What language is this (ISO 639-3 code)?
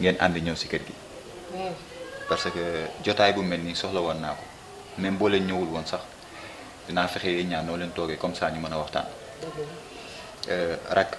wol